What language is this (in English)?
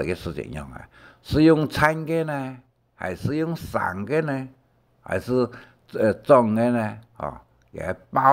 Hakka Chinese